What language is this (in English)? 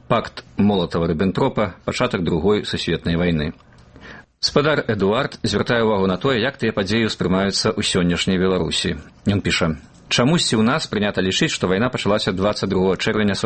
Belarusian